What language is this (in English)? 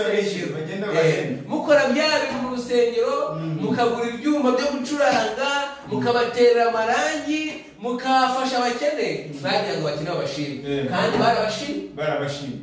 Kinyarwanda